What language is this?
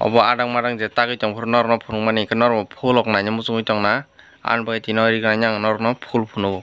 Kok Borok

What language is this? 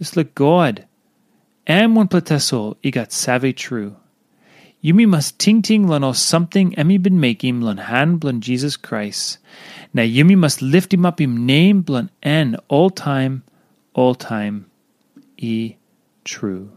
Tok Pisin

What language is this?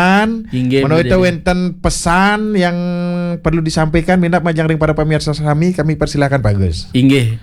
Balinese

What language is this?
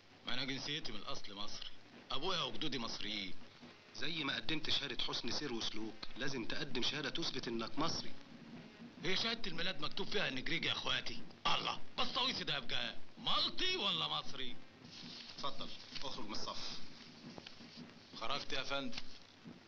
Egyptian Arabic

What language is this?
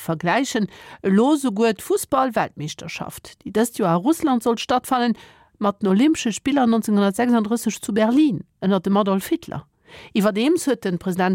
Luxembourgish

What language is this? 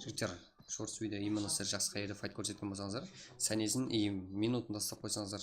Kara-Kalpak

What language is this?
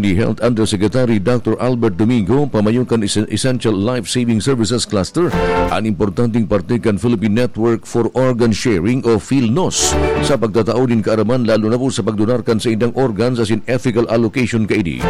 Bikol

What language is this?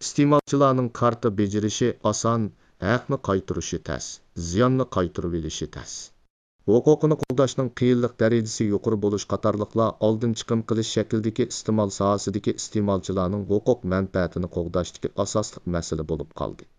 Uyghur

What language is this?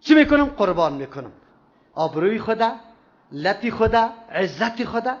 Persian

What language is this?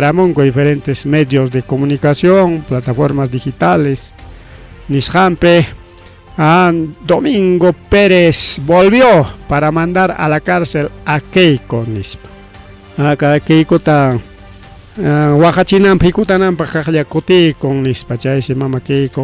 Ayacucho Quechua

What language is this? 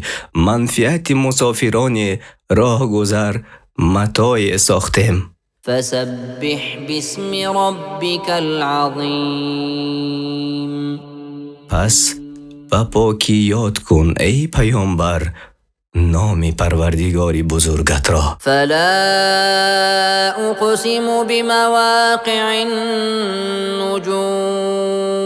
Tajik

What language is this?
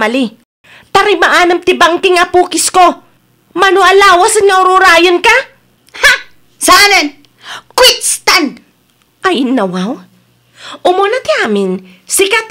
Iloko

